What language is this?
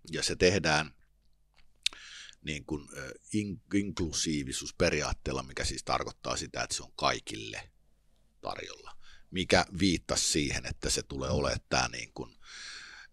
Finnish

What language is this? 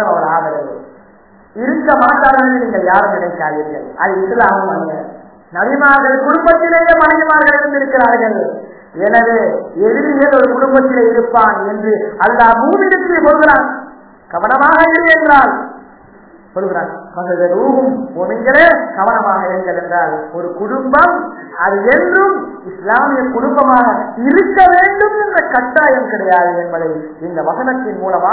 Tamil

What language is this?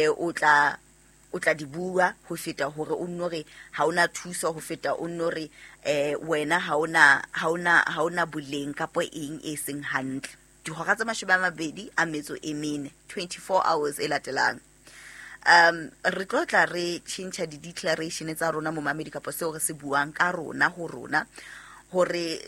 Southern Sotho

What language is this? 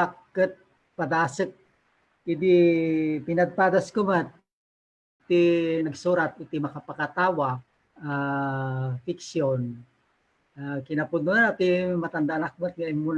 Iloko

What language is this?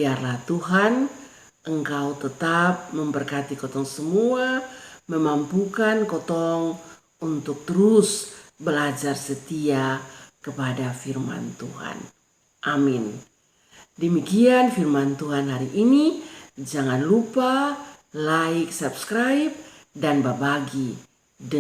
Kupang Malay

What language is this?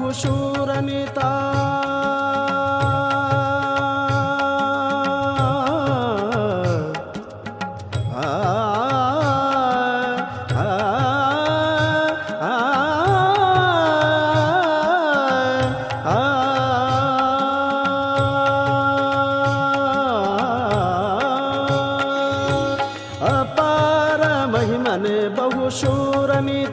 Kannada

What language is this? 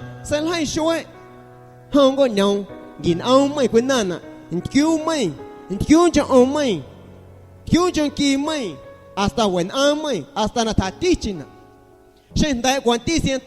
Guerrero Amuzgo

